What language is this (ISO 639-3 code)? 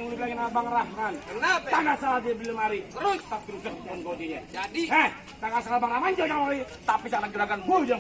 bew